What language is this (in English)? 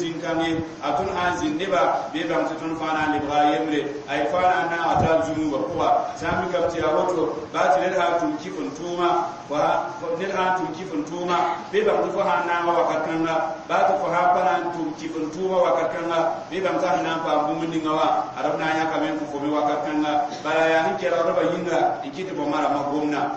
Mossi